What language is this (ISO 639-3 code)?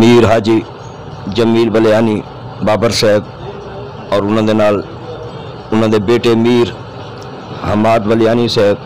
skr